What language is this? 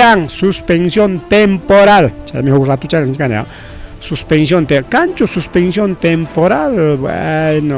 Ayacucho Quechua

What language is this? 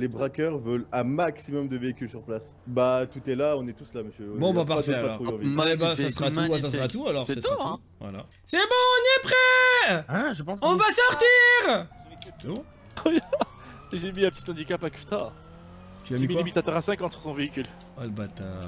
French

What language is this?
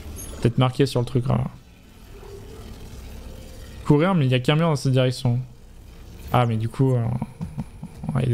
French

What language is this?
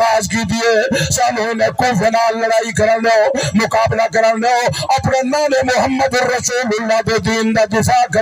Saraiki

